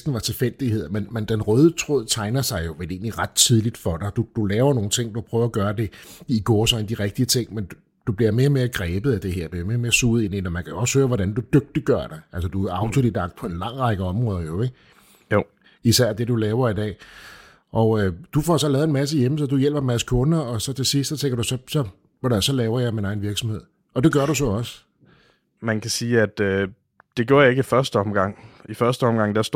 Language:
Danish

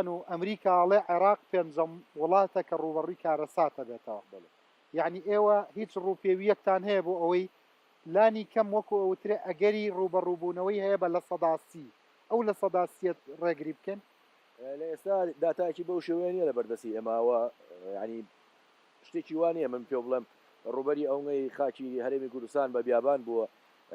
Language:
Central Kurdish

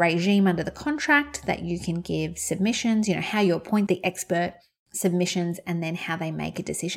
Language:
English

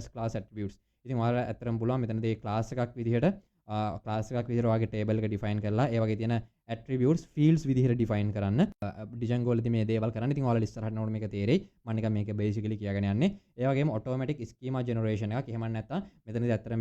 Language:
Sinhala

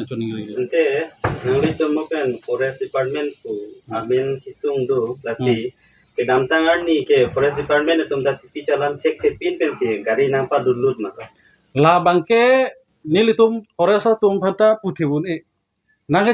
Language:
Karbi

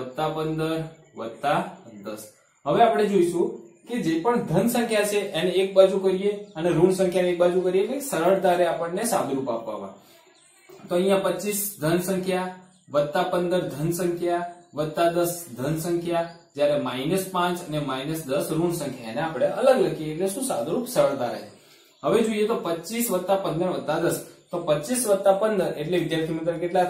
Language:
Gujarati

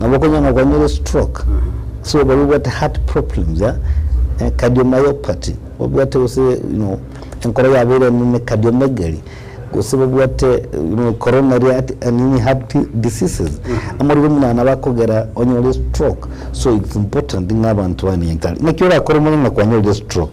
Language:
Gusii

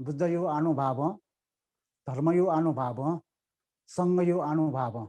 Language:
Newari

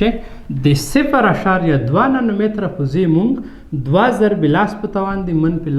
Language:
Pashto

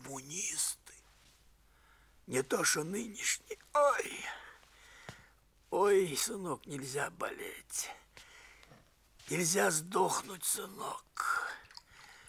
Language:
Russian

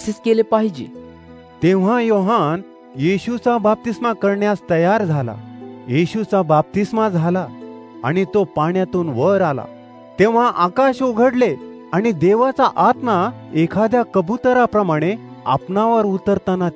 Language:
Marathi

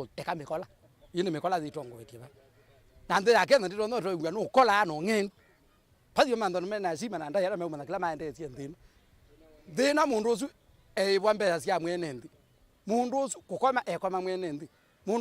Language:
Kamba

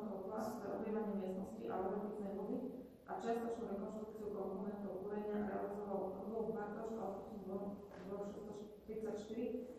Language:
Slovak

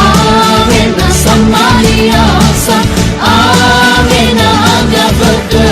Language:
Nias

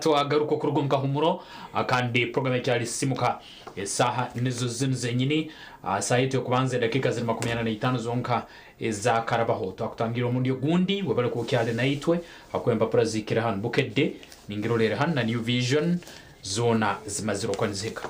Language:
Nyankole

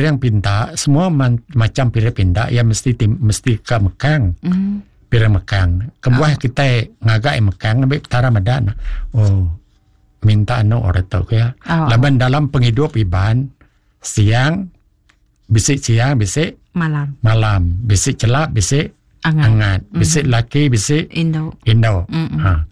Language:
Iban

